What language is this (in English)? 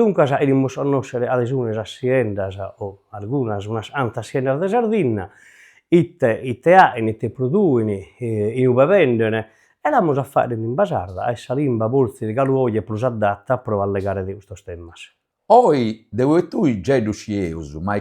Sardinian